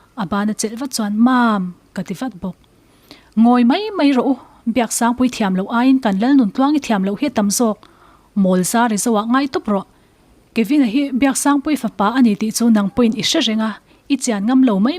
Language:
Mizo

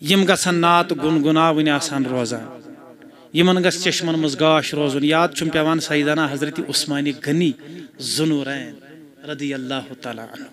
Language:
Kashmiri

